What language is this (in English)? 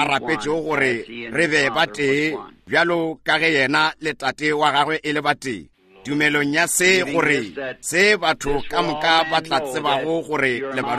Northern Sotho